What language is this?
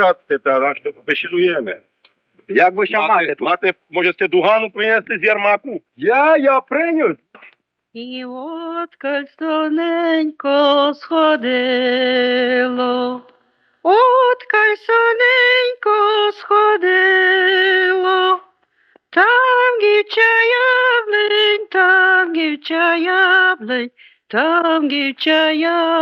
Rusyn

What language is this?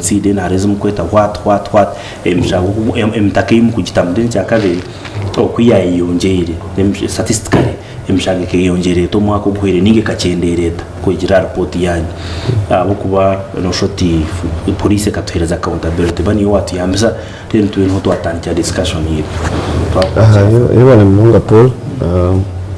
Nyankole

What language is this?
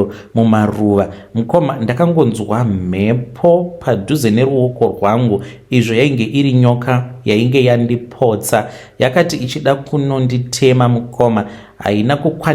Shona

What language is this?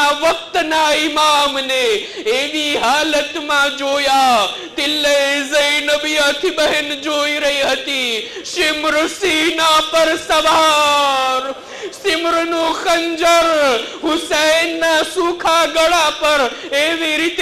Gujarati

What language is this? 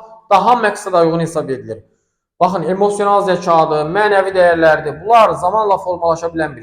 Azerbaijani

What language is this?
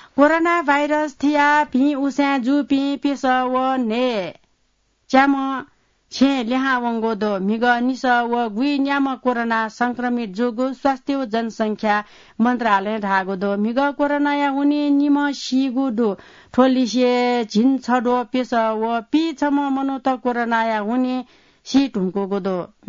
Newari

